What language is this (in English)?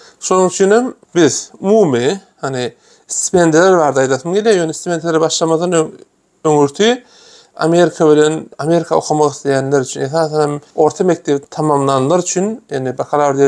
Turkmen